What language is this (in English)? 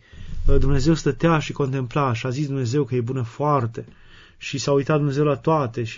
Romanian